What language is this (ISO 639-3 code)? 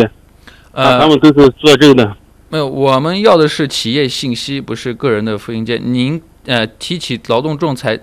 zho